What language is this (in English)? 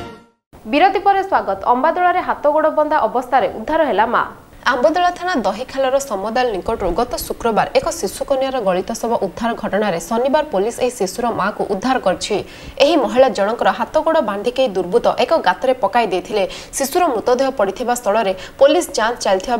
Odia